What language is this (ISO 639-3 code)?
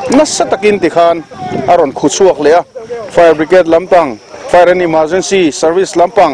lus